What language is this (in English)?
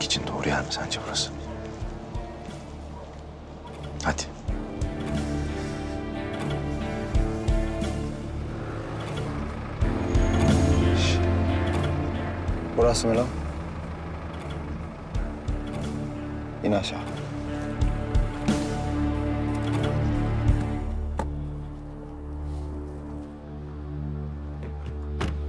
Turkish